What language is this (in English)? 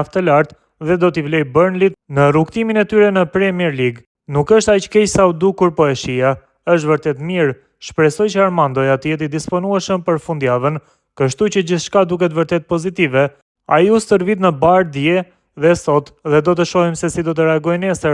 Albanian